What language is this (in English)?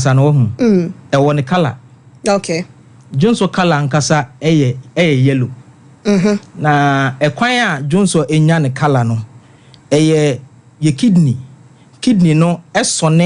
Akan